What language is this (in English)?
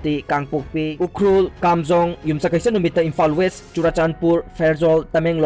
Manipuri